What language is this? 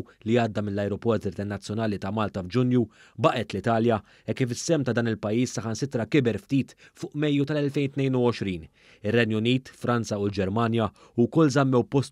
Maltese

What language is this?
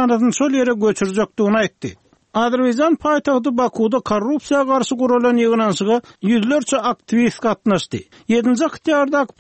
Turkmen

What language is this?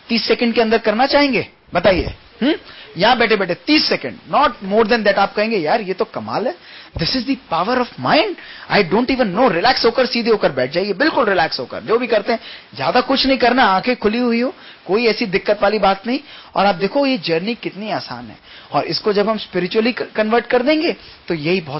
Hindi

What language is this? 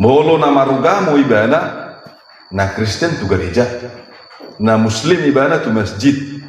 Batak Toba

